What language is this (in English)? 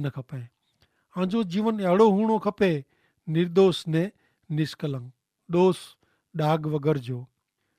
Kachhi